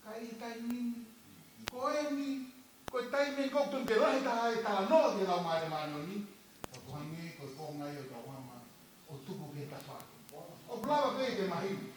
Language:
Tongan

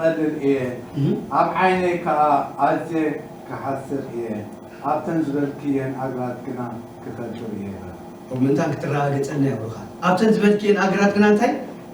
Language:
Tigrinya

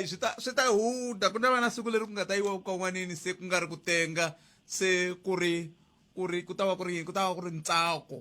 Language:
Tsonga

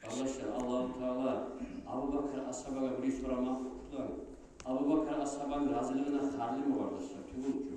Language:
Kumyk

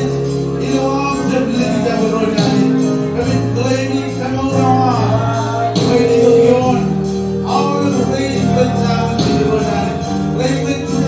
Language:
Marshallese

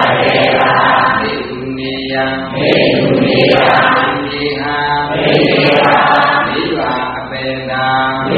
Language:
Burmese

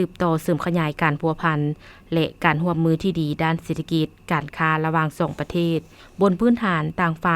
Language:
Lao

